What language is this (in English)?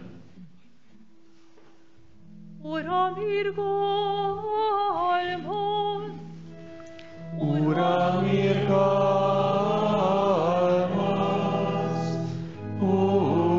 Hungarian